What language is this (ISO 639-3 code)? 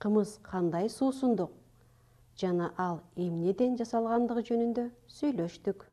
kir